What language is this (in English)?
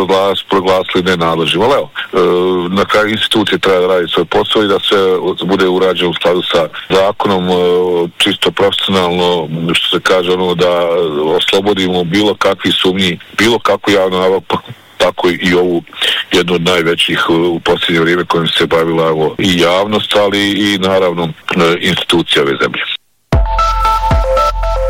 Bosnian